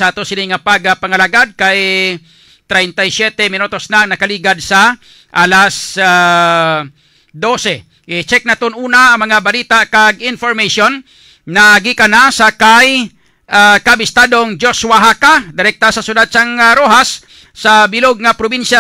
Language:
Hiligaynon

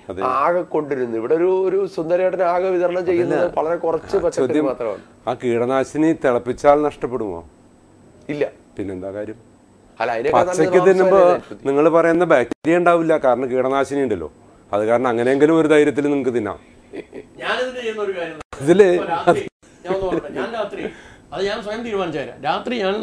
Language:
Malayalam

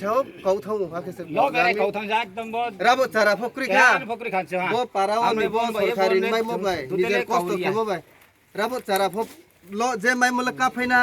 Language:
Riang (India)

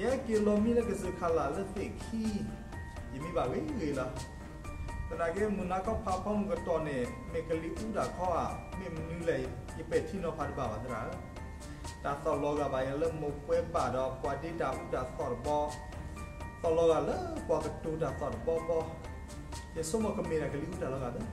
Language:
S'gaw Karen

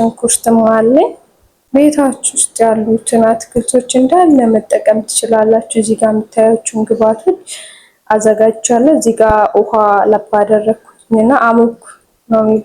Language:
Amharic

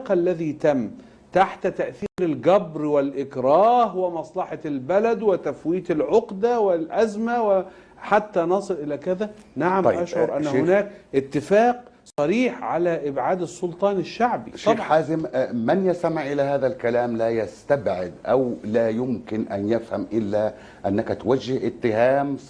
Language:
Egyptian Arabic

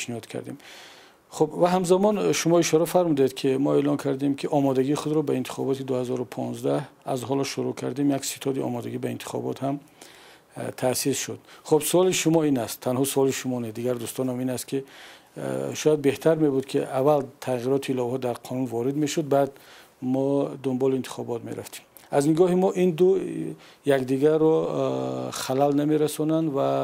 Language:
Tajik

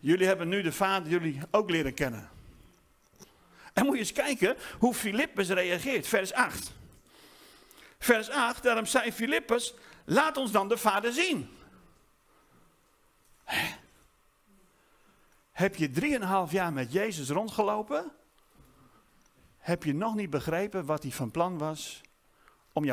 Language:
Dutch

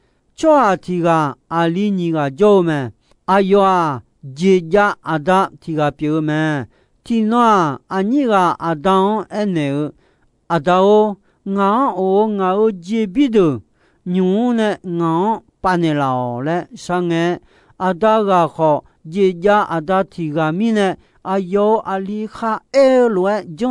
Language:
Akha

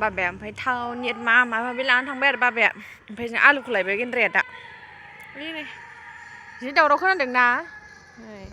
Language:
Bodo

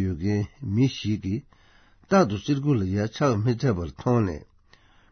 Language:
Tibetan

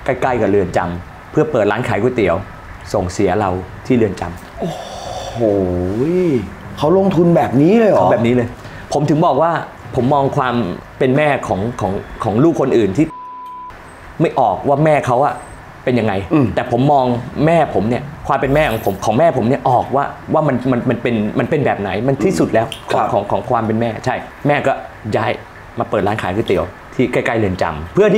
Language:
Thai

